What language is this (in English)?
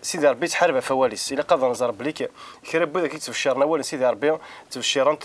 Kabyle